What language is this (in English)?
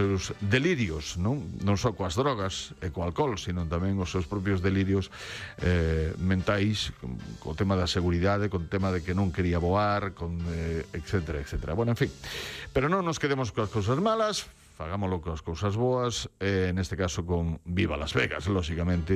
Galician